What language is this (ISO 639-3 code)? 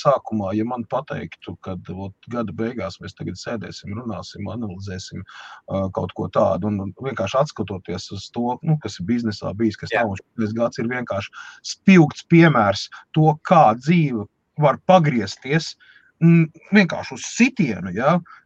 lav